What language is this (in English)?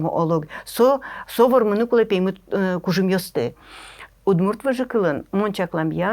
Udmurt